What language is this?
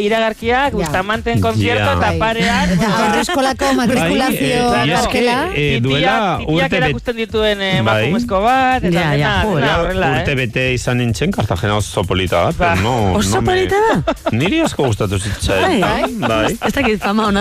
Basque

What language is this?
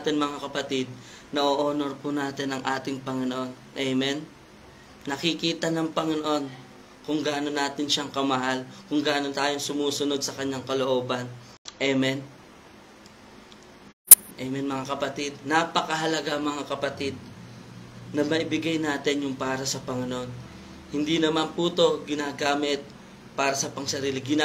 Filipino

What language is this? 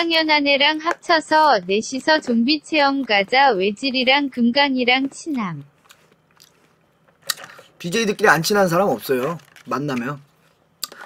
Korean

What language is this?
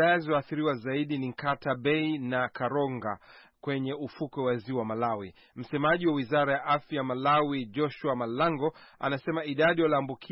Swahili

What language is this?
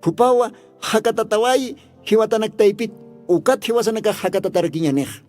Aymara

